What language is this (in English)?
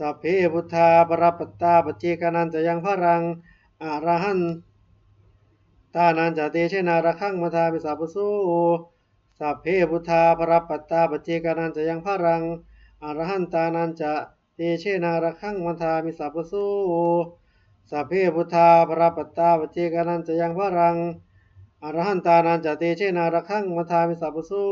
Pali